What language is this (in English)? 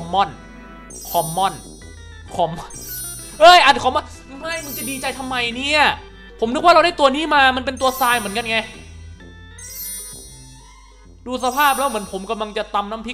Thai